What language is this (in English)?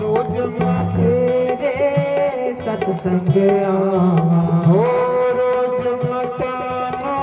Dogri